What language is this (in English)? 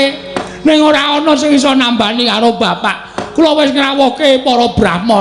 Javanese